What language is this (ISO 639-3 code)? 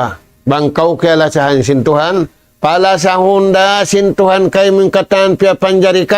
tsg